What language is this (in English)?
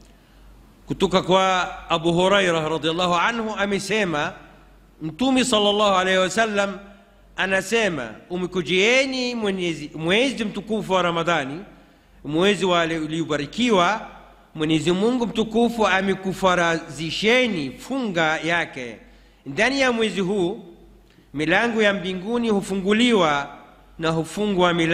Swahili